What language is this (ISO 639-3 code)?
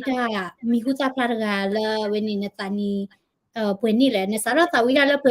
ksw